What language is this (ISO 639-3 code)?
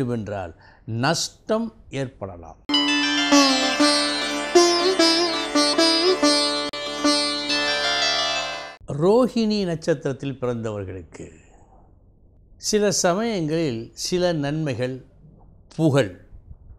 tam